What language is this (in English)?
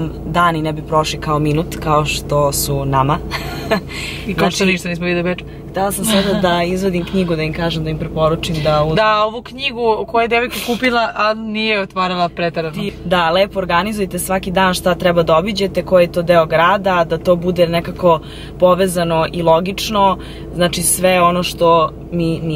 Serbian